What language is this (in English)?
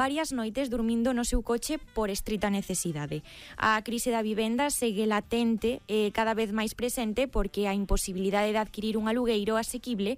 Galician